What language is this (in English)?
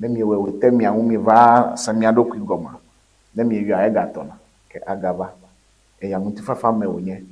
Ewe